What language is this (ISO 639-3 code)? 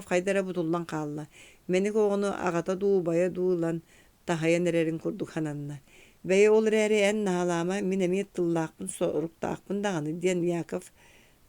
sah